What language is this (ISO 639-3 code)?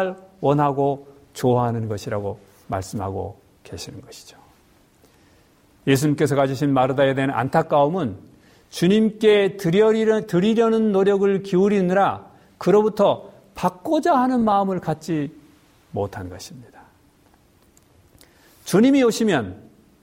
kor